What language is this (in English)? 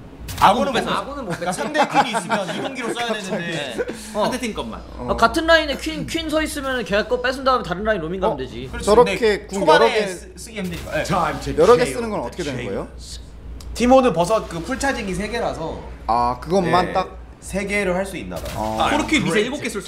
Korean